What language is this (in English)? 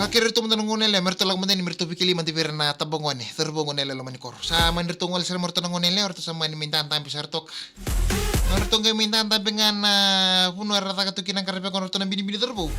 Fijian